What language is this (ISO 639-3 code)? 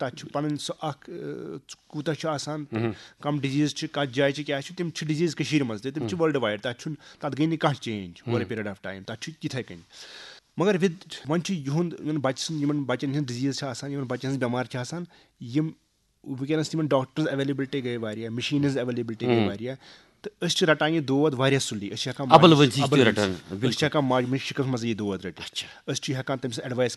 kas